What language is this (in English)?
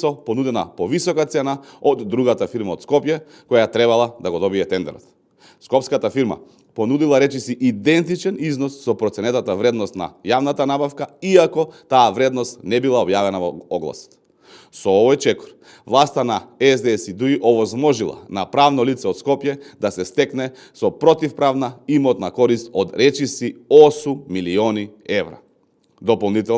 Macedonian